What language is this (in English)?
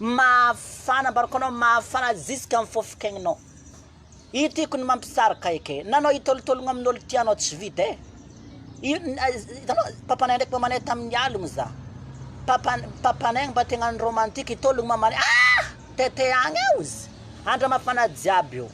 Malagasy